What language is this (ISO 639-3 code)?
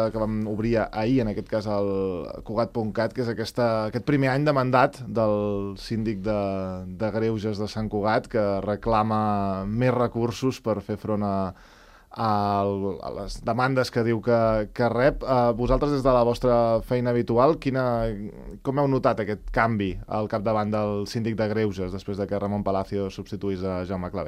cat